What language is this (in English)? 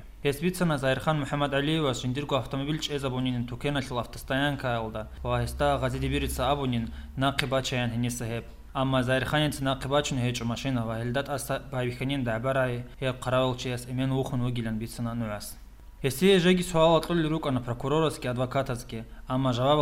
Avaric